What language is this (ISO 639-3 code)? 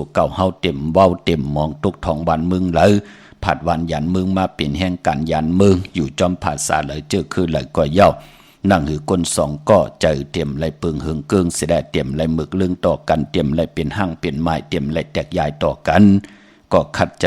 shn